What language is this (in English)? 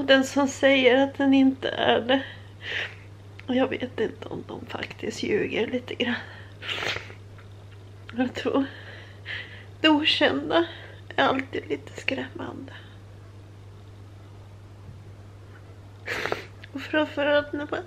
Swedish